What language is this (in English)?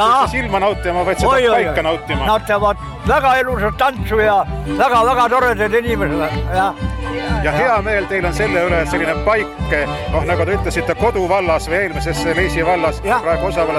Estonian